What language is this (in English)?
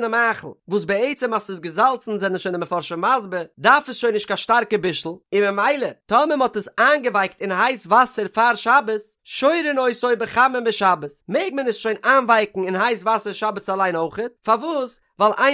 Yiddish